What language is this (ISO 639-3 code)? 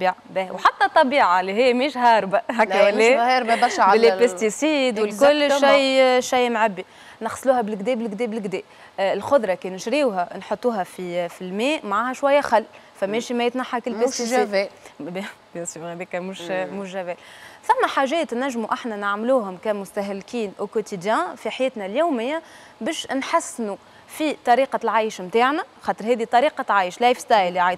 aeb